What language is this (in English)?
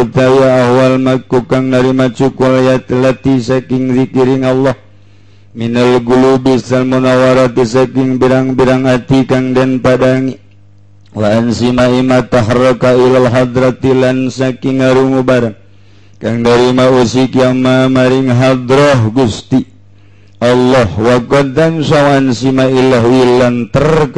Sundanese